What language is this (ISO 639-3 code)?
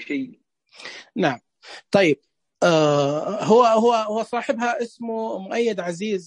ars